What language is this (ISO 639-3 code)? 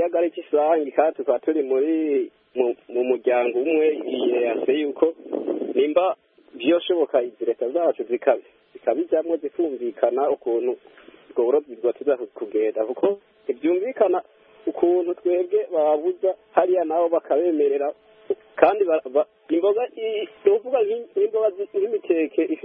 kin